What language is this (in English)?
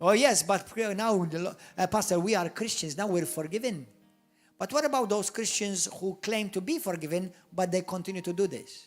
English